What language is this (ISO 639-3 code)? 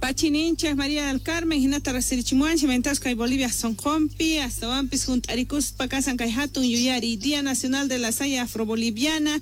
que